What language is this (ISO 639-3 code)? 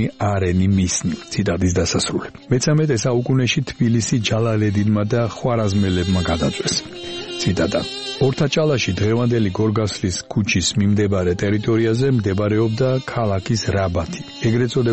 kat